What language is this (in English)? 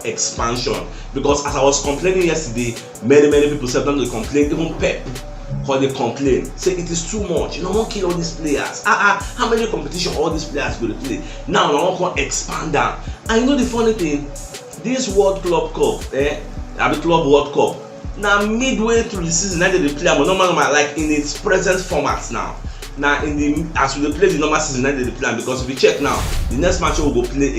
Nigerian Pidgin